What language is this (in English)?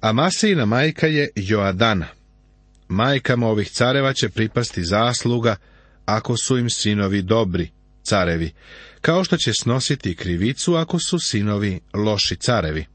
Serbian